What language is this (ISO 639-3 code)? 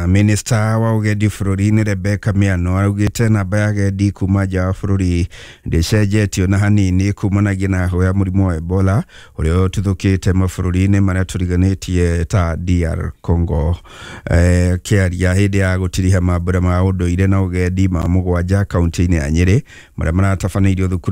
kik